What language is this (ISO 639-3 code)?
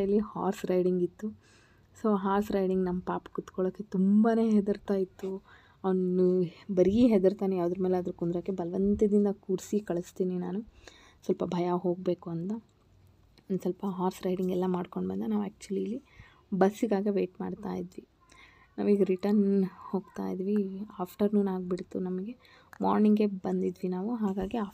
kan